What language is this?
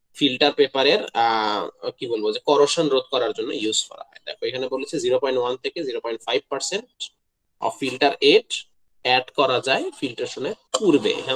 Bangla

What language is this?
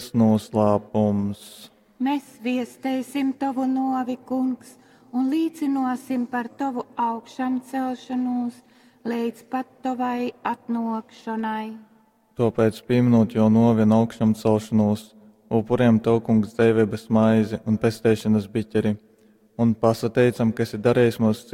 Latgalian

